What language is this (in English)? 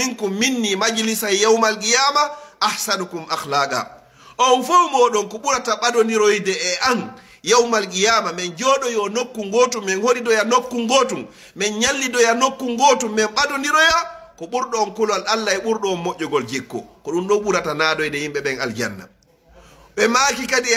Fula